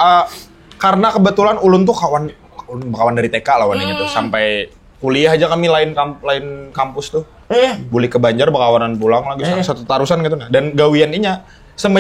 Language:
Banjar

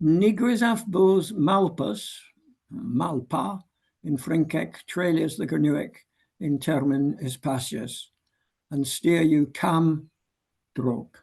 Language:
Cornish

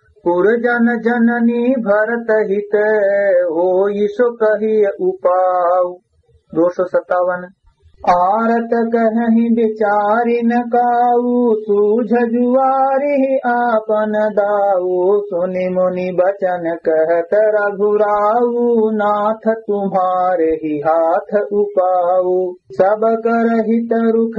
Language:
Awadhi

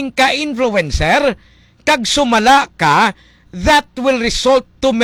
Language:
Hiligaynon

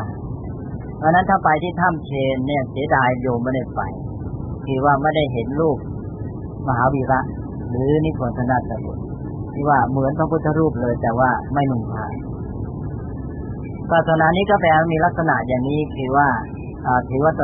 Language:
Thai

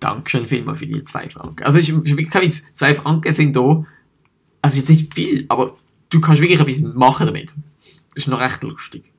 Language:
Swiss German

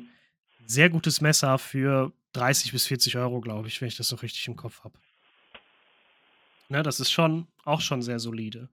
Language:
German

